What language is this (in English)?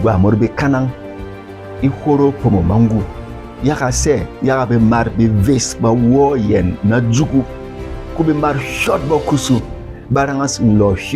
Berom